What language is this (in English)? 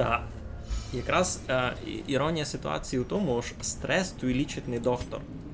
Rusyn